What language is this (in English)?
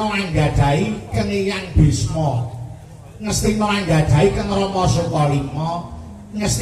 Javanese